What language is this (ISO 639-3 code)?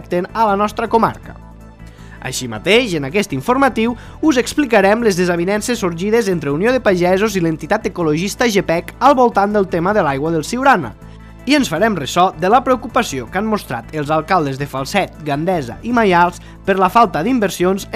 cat